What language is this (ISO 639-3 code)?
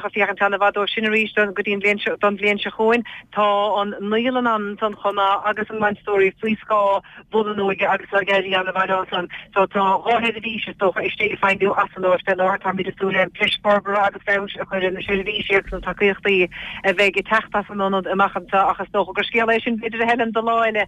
gle